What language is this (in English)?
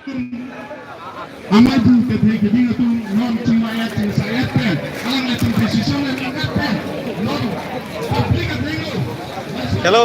Karbi